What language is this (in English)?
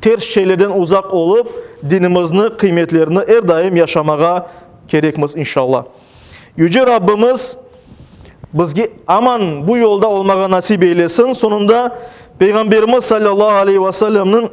Crimean Tatar